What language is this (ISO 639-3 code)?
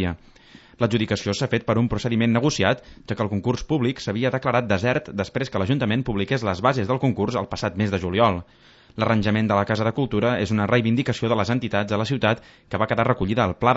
cat